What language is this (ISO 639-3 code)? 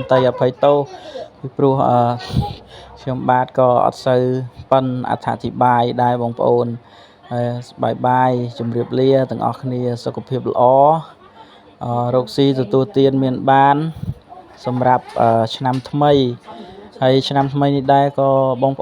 khm